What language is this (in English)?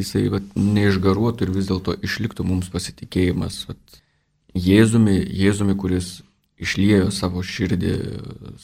Lithuanian